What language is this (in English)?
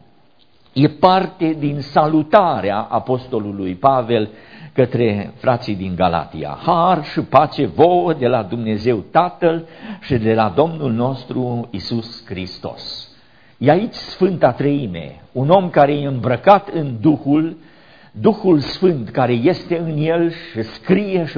Romanian